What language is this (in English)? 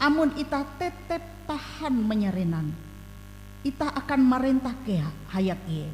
Ngaju